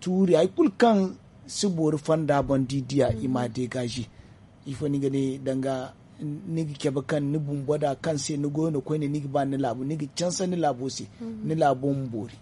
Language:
Zarma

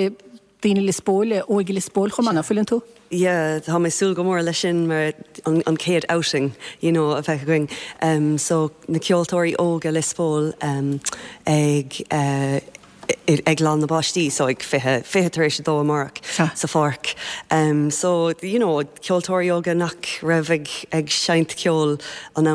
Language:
Irish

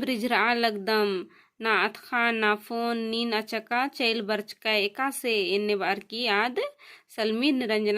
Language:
Kurukh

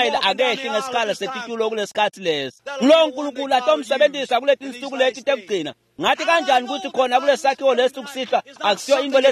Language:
Swati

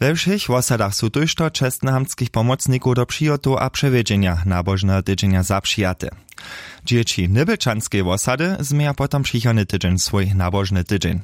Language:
Upper Sorbian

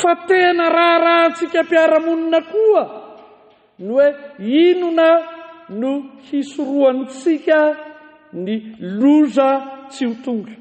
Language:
Malagasy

